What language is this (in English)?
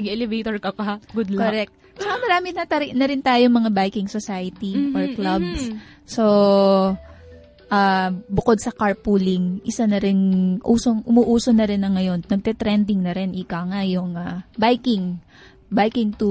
Filipino